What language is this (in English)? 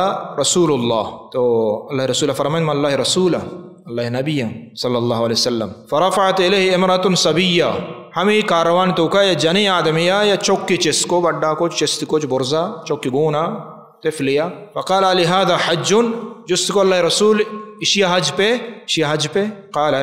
Baluchi